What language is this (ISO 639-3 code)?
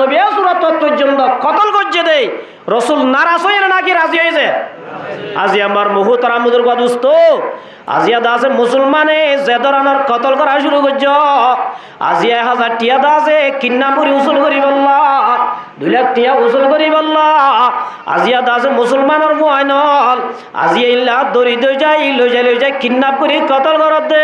rhg